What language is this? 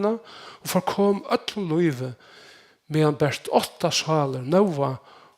Faroese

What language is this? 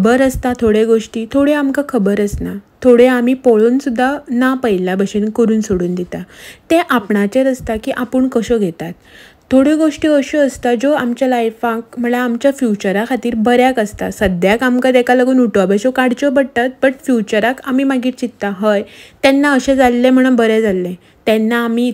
Konkani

